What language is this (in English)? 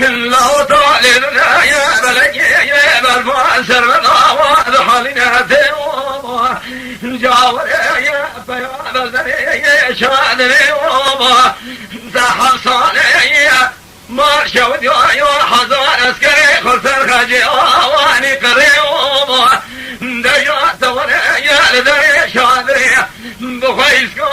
Kurdish